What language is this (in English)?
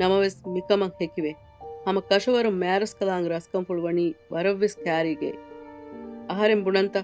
Divehi